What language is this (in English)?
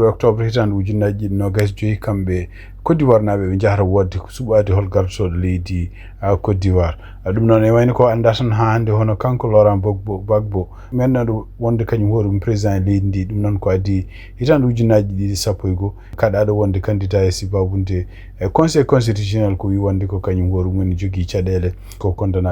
Fula